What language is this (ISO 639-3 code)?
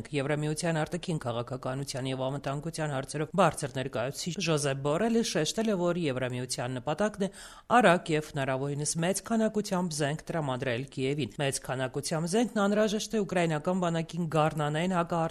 hye